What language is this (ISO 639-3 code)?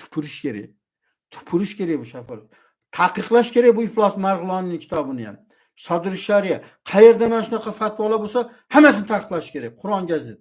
uzb